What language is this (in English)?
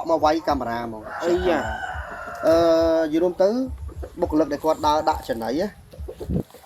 Khmer